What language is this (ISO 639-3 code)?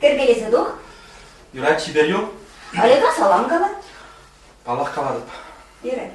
chv